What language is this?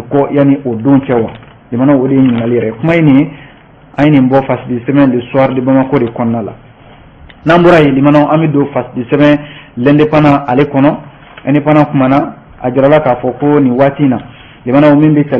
Bambara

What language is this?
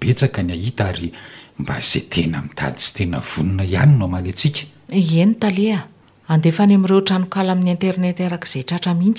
Malagasy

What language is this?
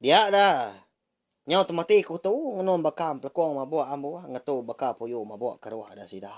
Iban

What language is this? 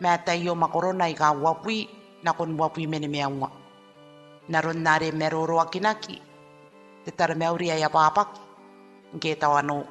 Gilbertese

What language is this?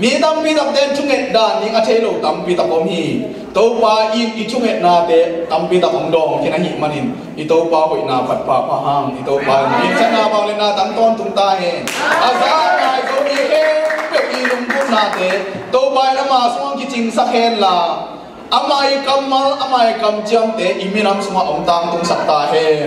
Tedim Chin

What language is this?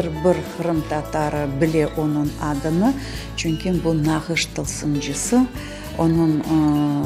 Crimean Tatar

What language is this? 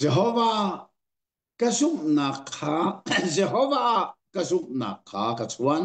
Hakha Chin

